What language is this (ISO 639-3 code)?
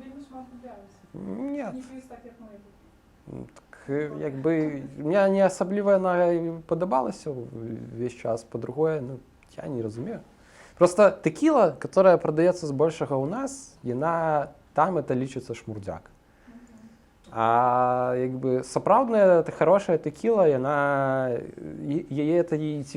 bel